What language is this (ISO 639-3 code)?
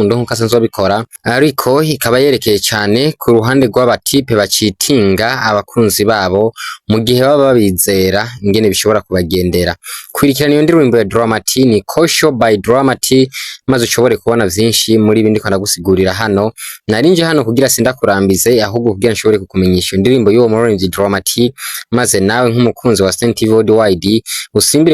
run